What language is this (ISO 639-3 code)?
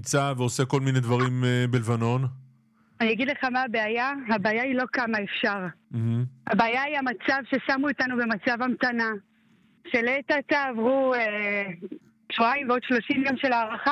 heb